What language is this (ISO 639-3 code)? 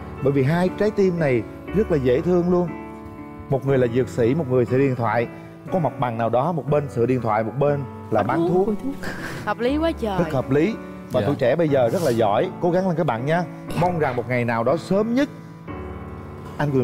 vie